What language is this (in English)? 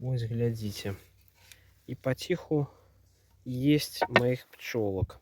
Belarusian